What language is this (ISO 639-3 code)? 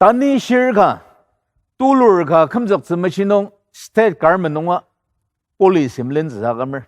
njo